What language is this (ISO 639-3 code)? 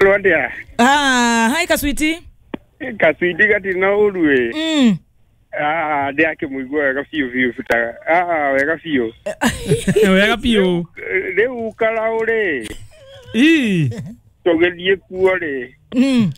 kik